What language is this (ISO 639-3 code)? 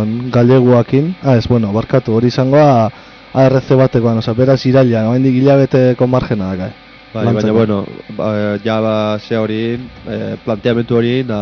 eus